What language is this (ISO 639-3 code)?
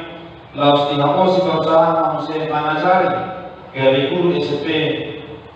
bbc